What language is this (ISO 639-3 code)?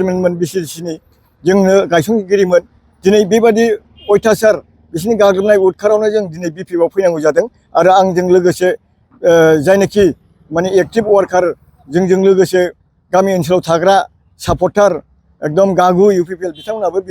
brx